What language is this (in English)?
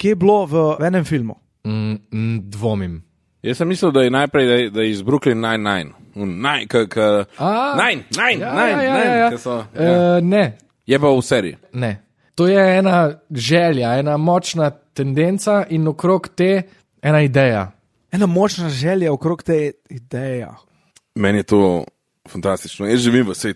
Slovenian